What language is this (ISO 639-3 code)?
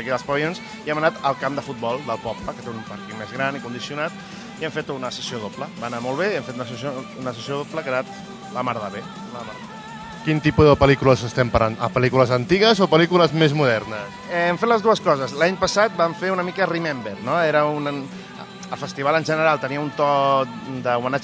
cat